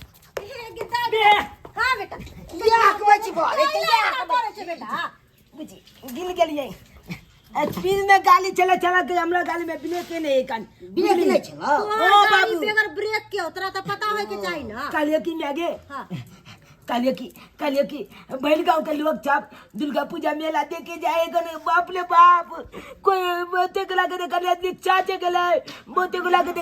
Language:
Maithili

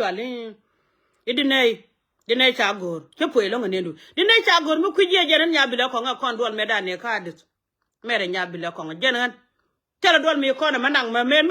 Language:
Nuer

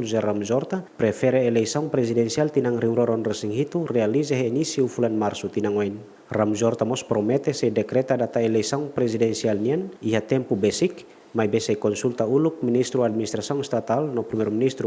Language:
Tetum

